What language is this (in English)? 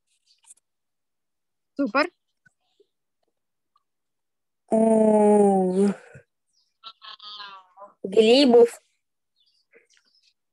Ukrainian